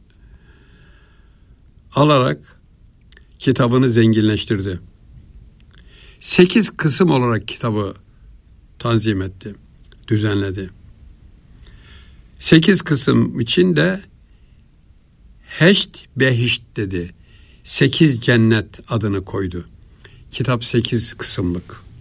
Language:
Turkish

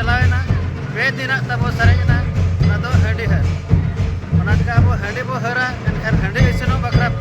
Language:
Santali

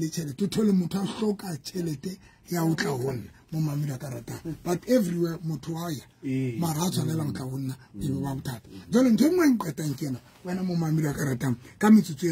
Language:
Southern Sotho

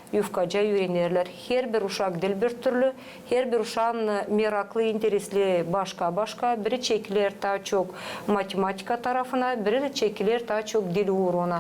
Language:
Gagauz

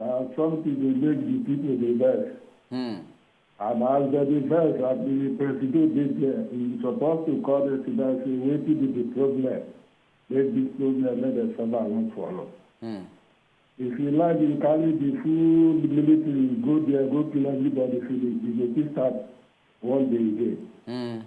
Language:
Nigerian Pidgin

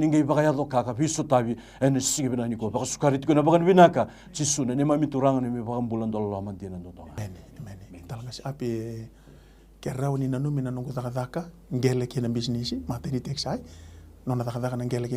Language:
Fijian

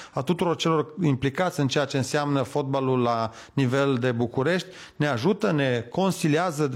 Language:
Romanian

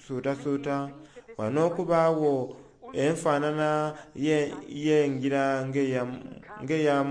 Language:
Soga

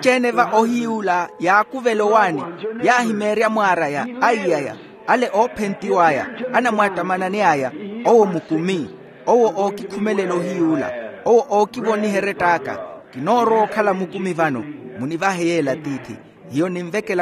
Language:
Makhuwa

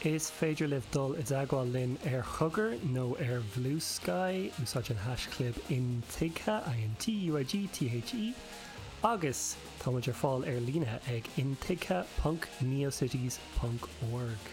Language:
Irish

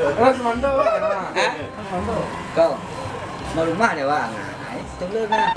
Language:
Minangkabau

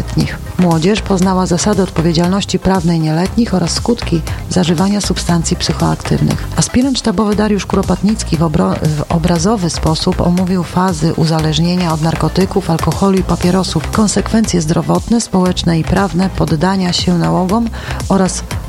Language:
Polish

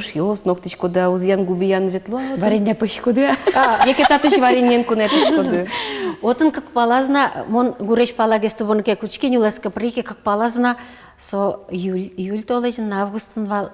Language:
Udmurt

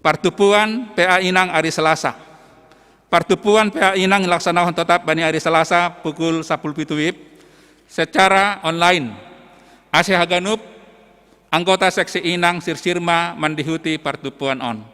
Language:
Batak Simalungun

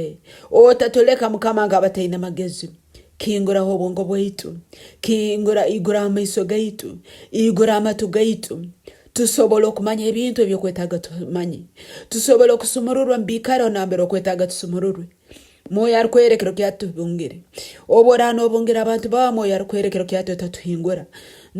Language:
Nyoro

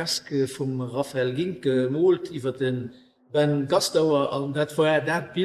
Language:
Luxembourgish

